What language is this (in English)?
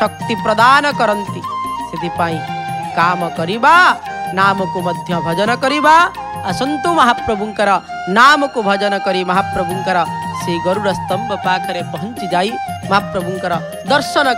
Odia